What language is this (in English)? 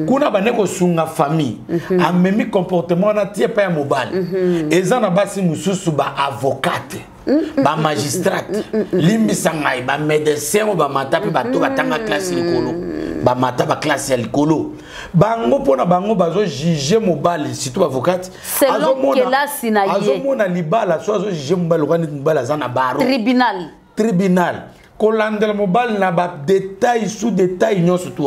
Lingala